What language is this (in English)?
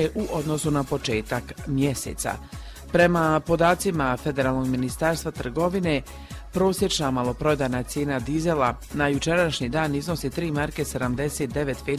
Croatian